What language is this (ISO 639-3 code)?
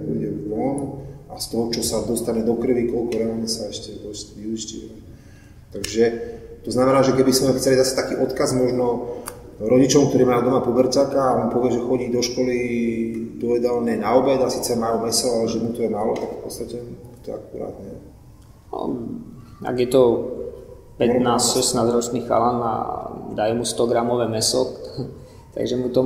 slk